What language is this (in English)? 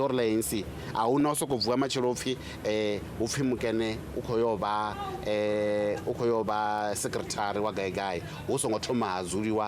Venda